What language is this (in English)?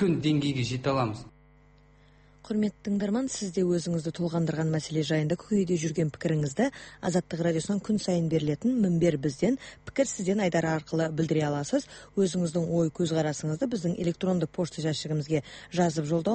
Kazakh